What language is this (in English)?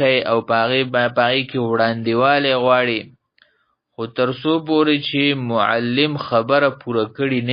Pashto